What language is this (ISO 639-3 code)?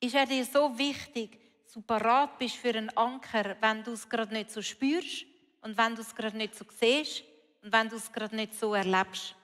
gsw